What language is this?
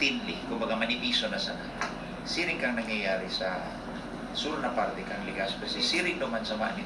Bikol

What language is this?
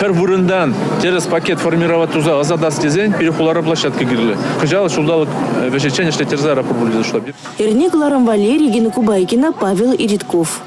Chuvash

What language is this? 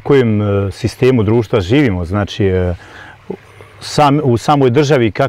Bosnian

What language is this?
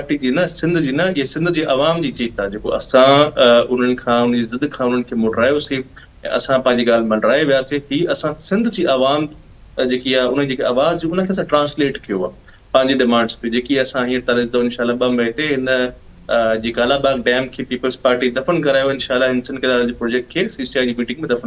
Sindhi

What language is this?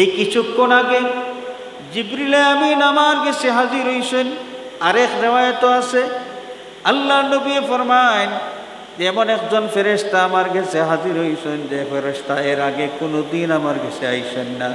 Sylheti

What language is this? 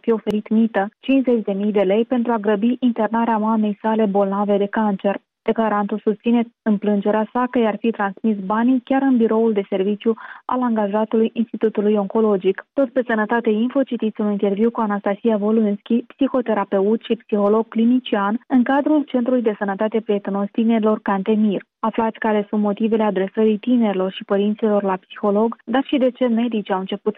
Romanian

